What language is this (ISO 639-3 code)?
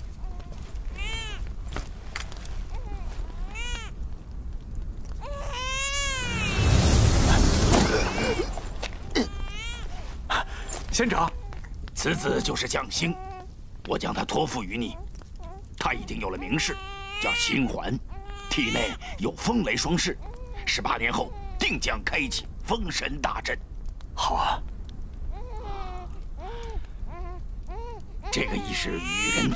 zho